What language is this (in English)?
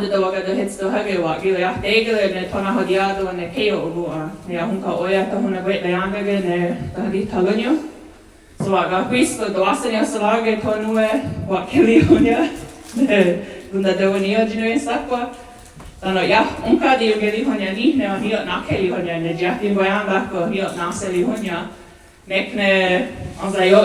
Mohawk